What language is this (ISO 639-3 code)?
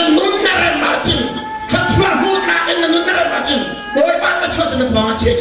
cnh